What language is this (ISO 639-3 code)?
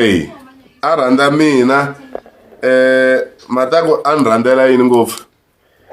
tso